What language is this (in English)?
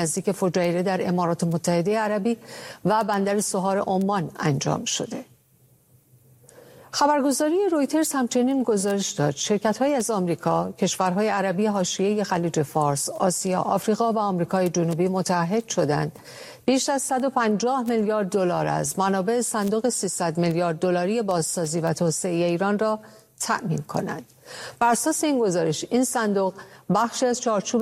Persian